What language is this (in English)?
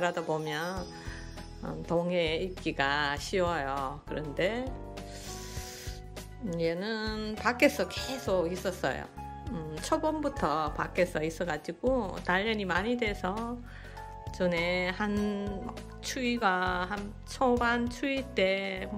Korean